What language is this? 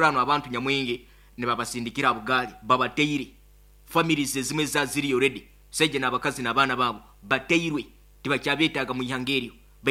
Nyoro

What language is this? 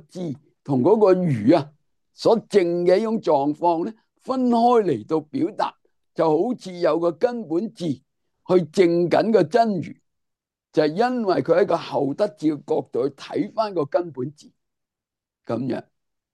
Cantonese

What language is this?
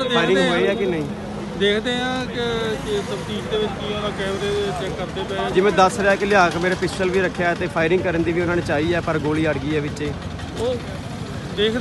Punjabi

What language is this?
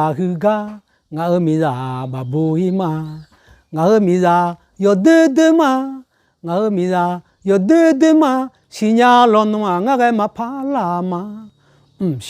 Akha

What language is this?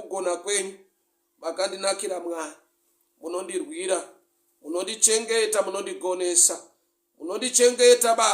Shona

